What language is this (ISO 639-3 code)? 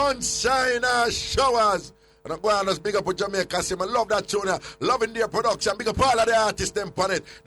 jam